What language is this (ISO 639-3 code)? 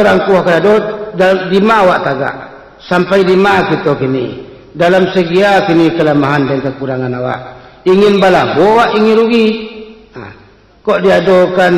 min